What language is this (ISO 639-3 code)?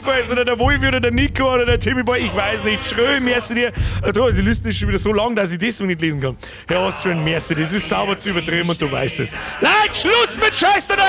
bar